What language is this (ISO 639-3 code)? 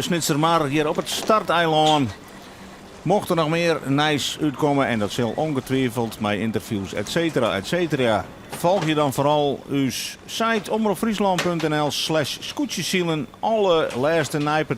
fry